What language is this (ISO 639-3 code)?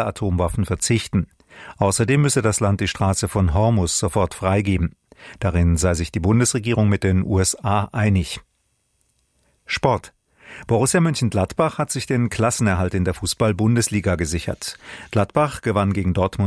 deu